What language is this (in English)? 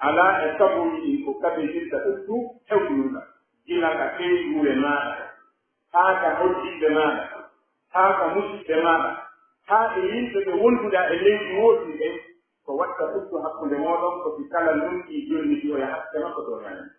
Pular